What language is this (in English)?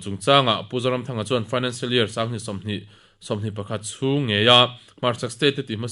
Mizo